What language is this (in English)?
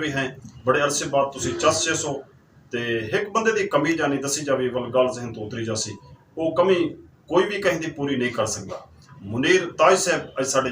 Saraiki